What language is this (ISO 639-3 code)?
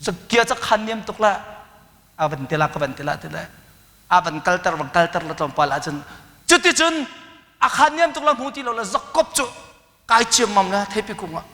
cnh